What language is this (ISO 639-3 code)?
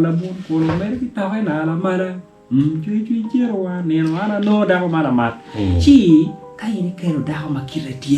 ach